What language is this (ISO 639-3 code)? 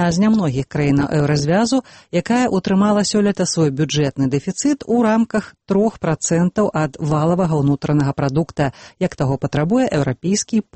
bel